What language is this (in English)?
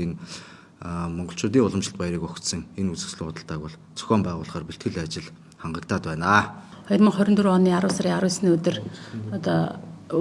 Mongolian